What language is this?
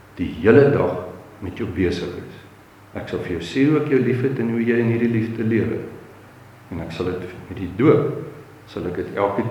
Afrikaans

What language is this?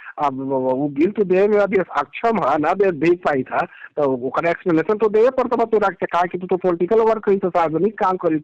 Magahi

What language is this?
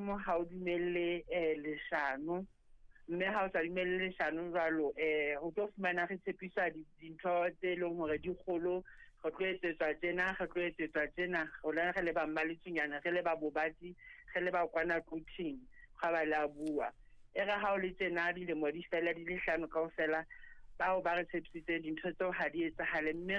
Southern Sotho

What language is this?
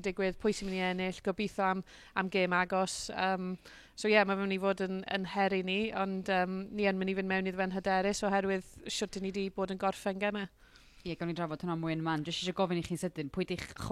Welsh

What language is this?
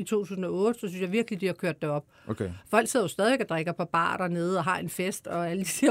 Danish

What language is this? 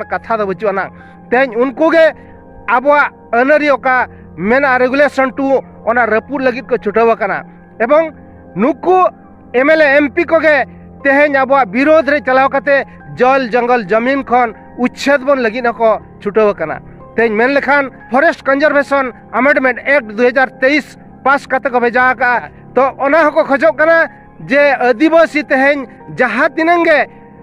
Santali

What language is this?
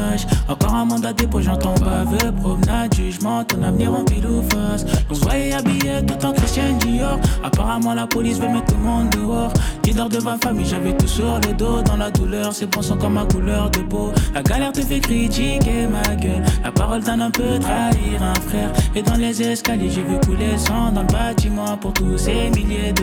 French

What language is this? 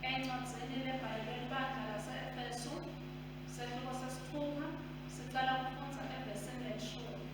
Swati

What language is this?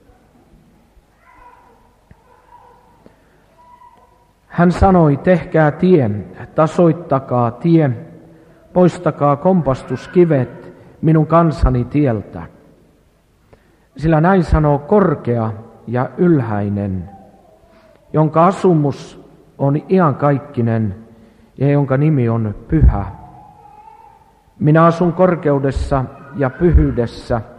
Finnish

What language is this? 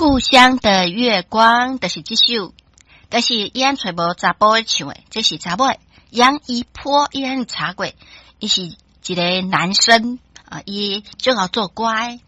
Min Nan Chinese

